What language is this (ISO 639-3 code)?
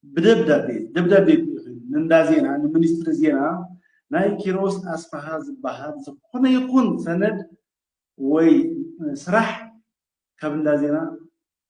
tir